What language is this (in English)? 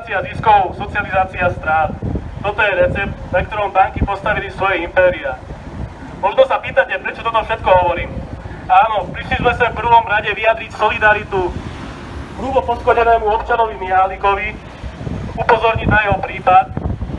Slovak